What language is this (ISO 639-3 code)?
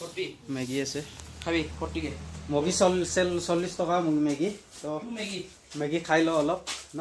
asm